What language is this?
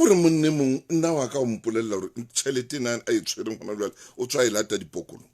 Southern Sotho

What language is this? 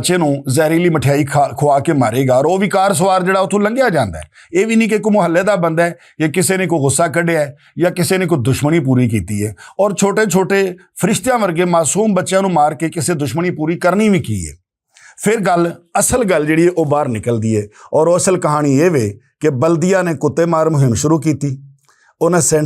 Western Panjabi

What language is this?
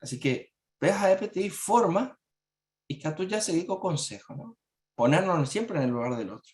Guarani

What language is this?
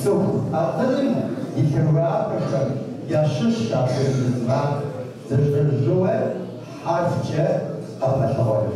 Kabardian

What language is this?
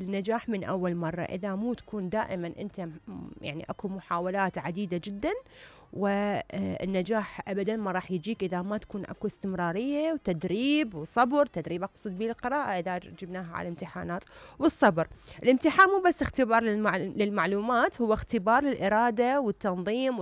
Mesopotamian Arabic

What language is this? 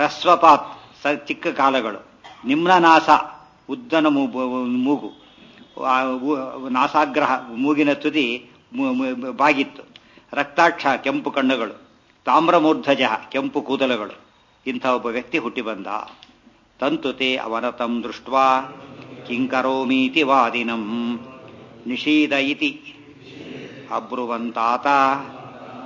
Kannada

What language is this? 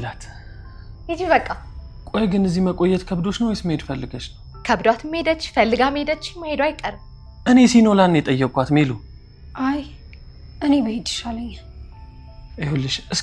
Amharic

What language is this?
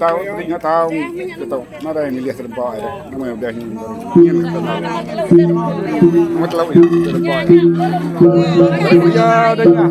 Iban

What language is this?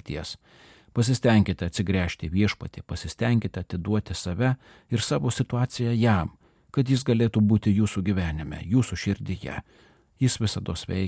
Lithuanian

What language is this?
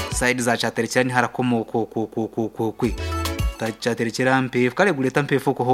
Kinyarwanda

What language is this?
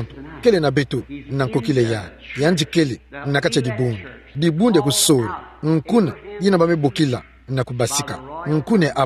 Kituba (Democratic Republic of Congo)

